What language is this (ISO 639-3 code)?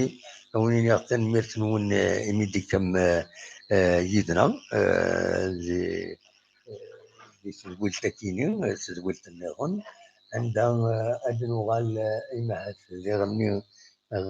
kab